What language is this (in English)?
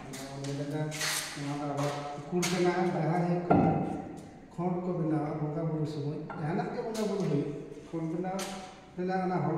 Santali